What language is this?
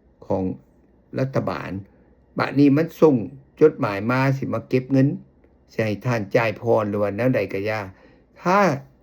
Lao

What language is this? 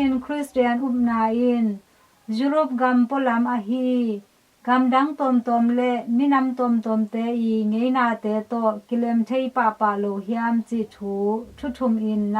Tedim Chin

